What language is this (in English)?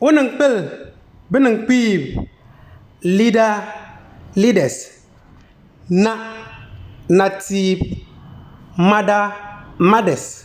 Konkomba